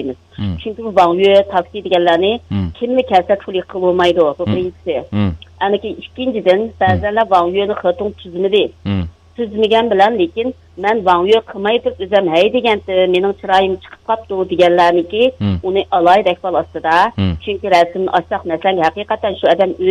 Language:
Uyghur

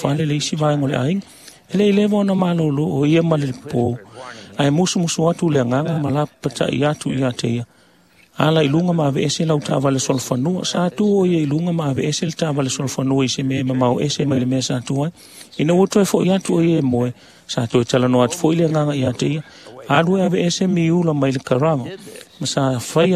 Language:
Samoan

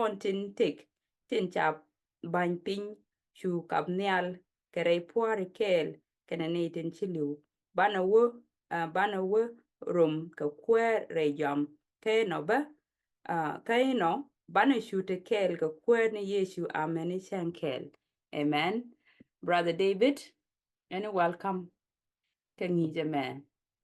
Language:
Nuer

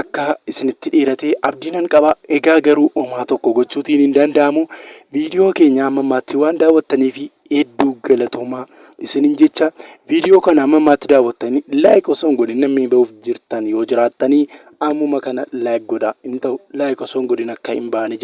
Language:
Oromo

